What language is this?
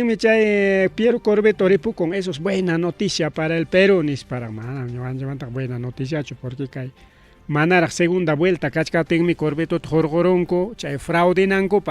Ayacucho Quechua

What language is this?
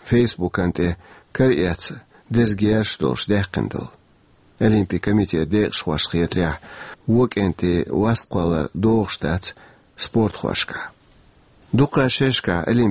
Chechen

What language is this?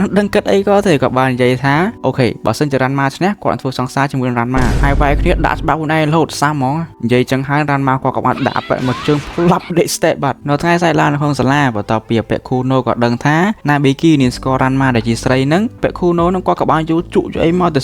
Khmer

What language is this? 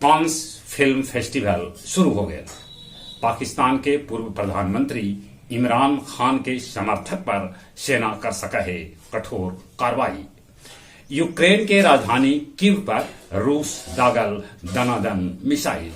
Magahi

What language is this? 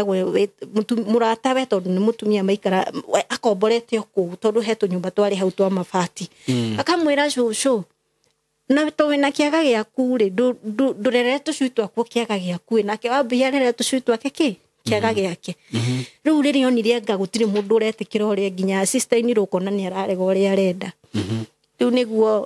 Kikuyu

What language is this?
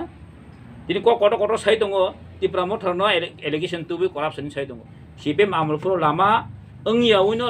Kok Borok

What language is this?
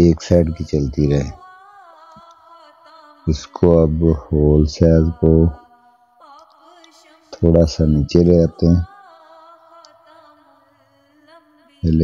Urdu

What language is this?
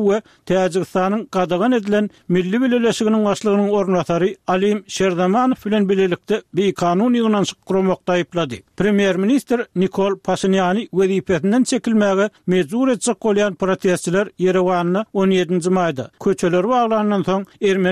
Turkmen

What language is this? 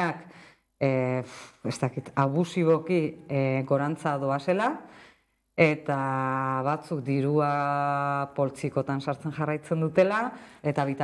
Basque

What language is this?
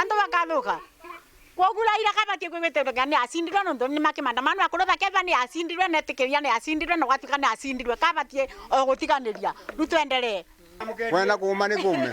Meru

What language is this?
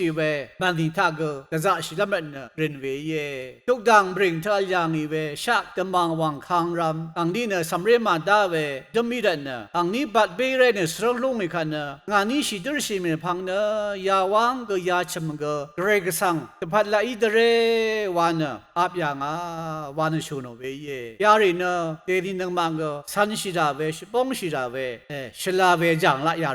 Rawang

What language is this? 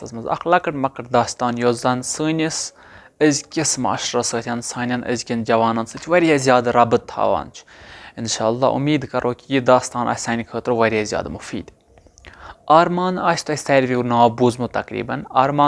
Kashmiri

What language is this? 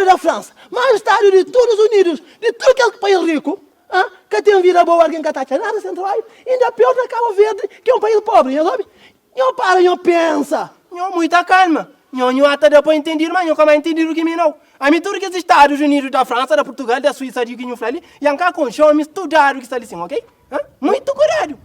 Kabuverdianu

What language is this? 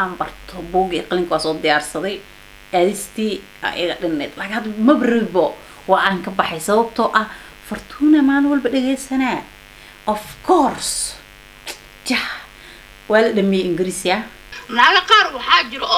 Somali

